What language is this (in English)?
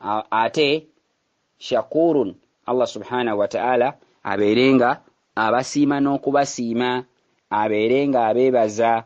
Ganda